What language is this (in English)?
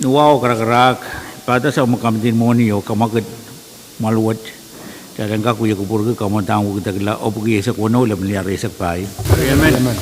Pohnpeian